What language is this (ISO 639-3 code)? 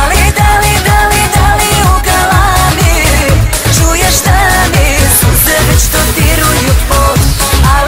hrv